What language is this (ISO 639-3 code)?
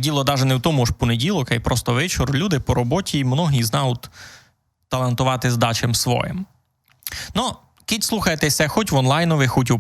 rue